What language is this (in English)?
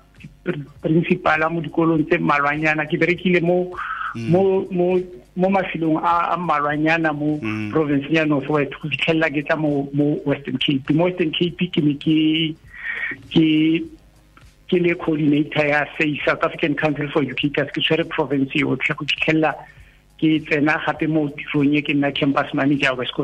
Tswana